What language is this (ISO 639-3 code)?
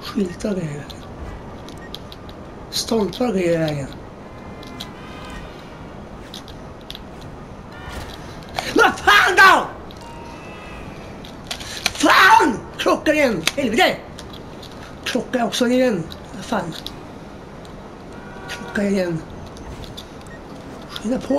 swe